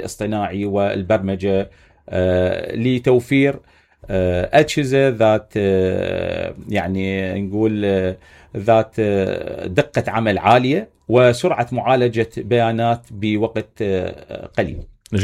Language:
Mesopotamian Arabic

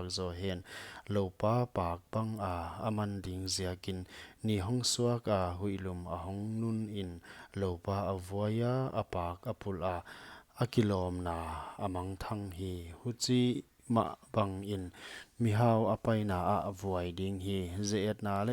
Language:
Paite Chin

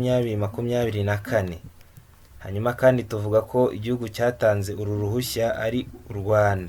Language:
Kinyarwanda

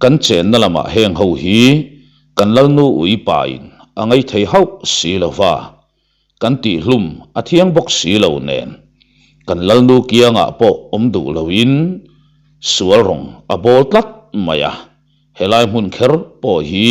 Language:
Mizo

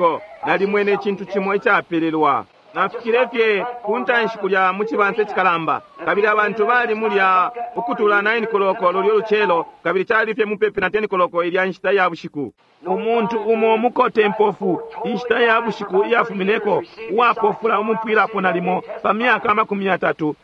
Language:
Bemba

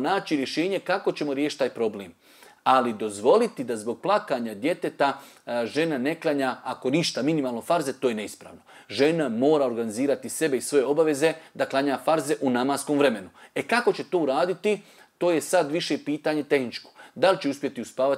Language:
Bosnian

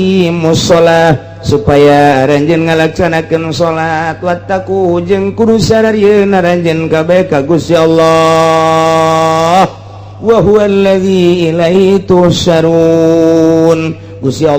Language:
Sundanese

